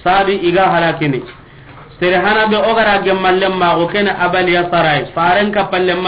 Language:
Soninke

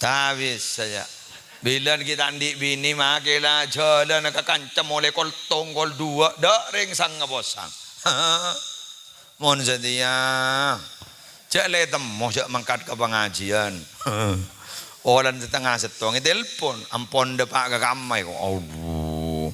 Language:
Madurese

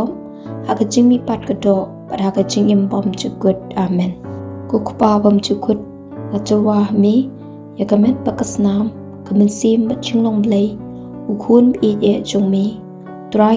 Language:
Khasi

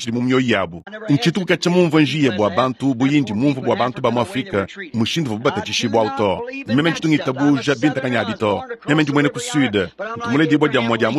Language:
Luba-Lulua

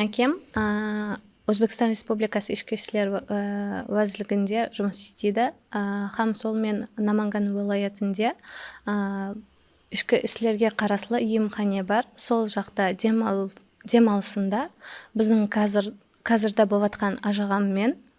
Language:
Kara-Kalpak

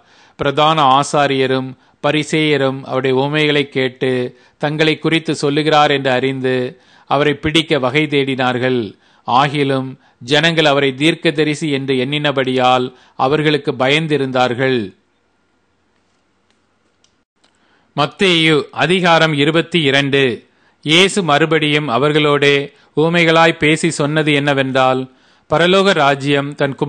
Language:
Tamil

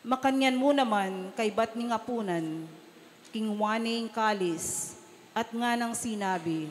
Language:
Pampanga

